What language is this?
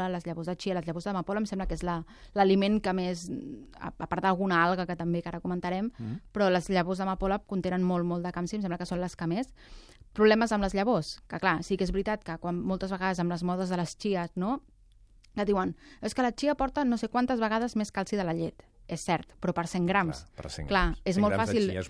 Catalan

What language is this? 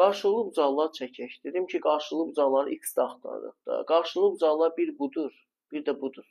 Azerbaijani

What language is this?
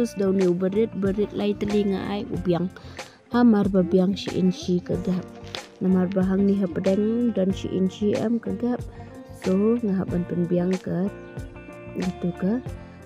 Khasi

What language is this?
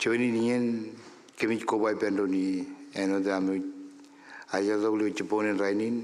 Marshallese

